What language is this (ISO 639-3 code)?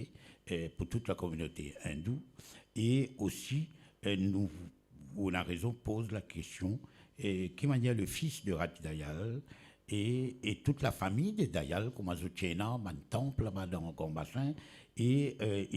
mfe